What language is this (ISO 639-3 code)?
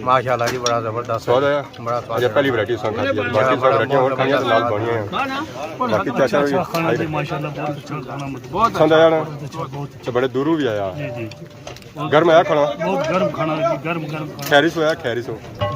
phr